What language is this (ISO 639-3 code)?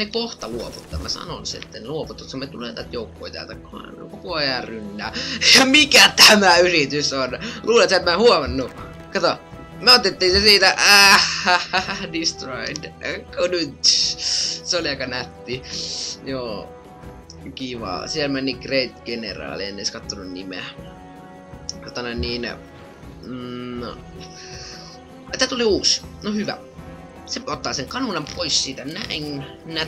fin